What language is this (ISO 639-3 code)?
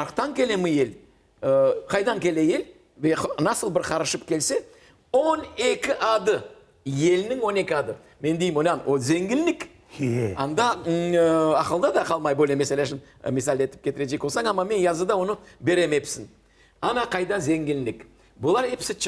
crh